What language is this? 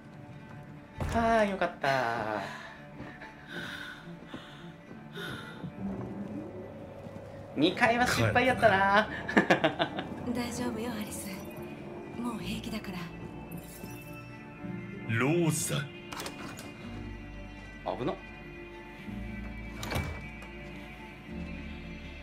Japanese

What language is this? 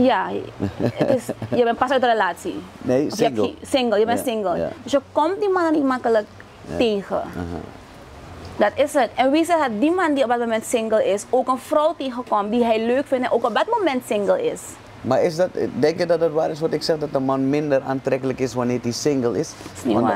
Dutch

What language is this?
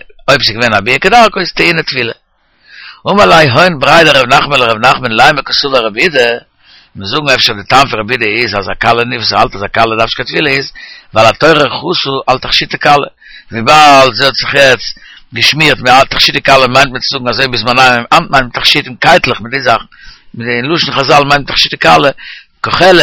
Yiddish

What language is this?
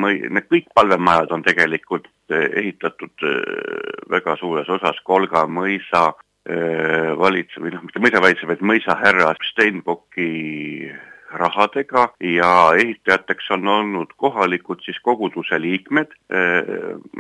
Estonian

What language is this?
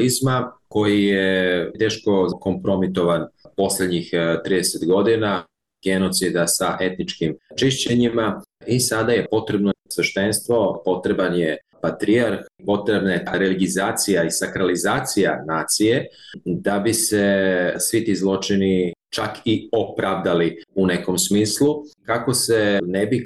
Serbian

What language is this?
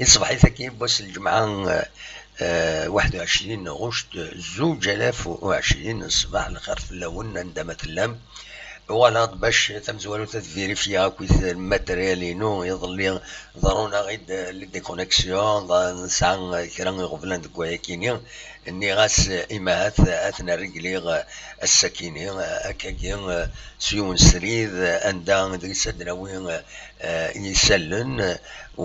Kabyle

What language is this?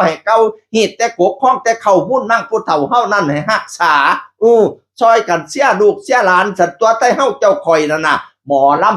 Northeastern Thai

